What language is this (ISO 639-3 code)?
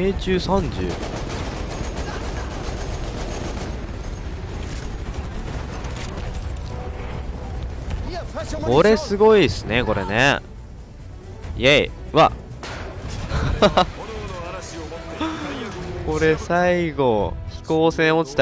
jpn